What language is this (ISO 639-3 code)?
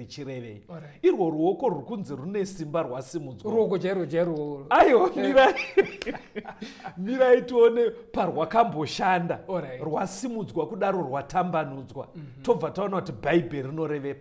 sna